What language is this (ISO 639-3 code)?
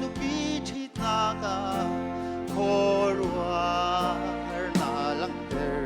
cnh